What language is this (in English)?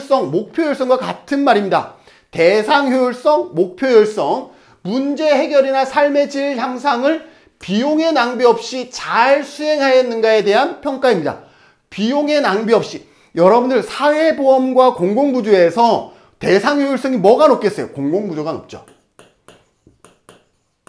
Korean